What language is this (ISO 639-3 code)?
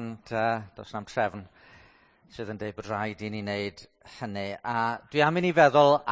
cym